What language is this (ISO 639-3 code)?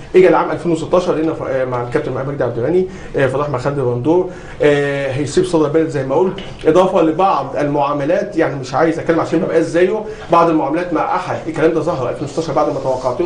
arz